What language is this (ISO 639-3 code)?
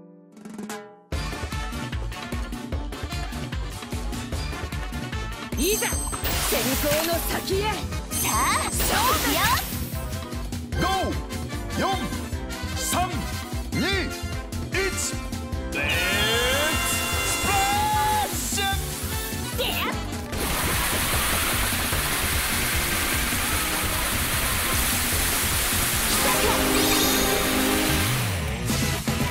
jpn